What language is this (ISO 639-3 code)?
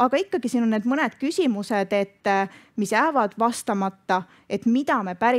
est